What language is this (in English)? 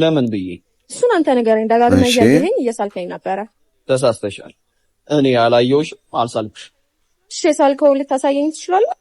Amharic